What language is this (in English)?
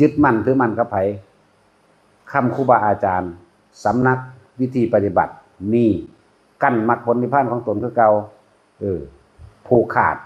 Northeastern Thai